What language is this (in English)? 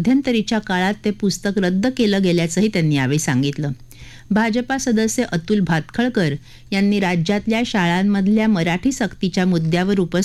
Marathi